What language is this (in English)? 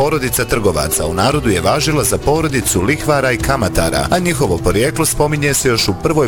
Bosnian